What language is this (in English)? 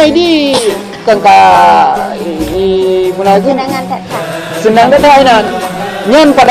Achinese